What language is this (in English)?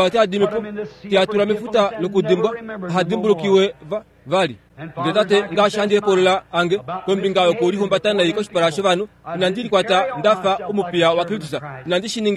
Kuanyama